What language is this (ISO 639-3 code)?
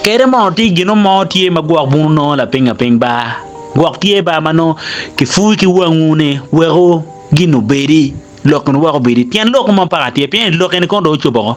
ach